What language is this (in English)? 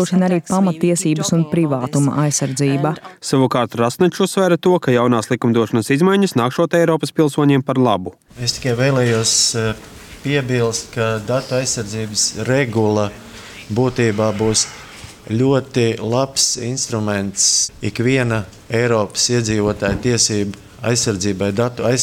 Latvian